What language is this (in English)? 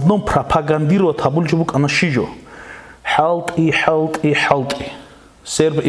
Avaric